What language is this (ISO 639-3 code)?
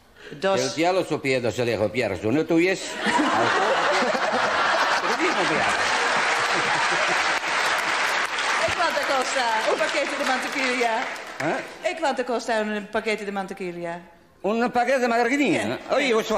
nld